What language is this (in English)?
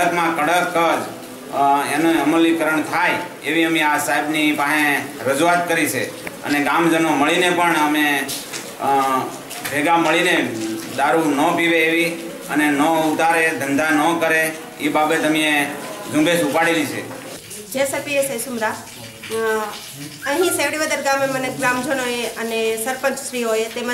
Gujarati